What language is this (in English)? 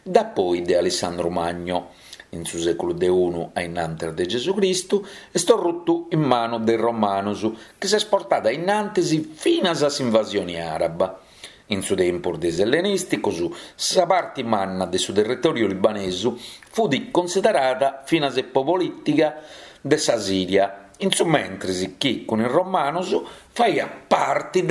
Sardinian